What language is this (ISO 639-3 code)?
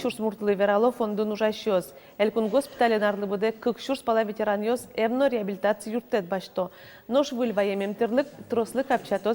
udm